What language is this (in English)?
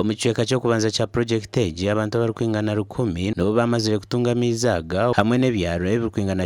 Nyankole